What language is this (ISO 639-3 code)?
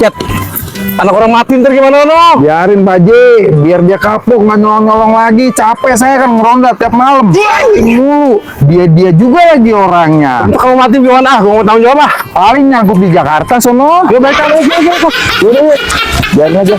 bew